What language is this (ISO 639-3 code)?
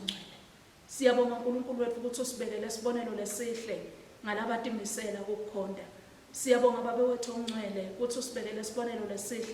ssw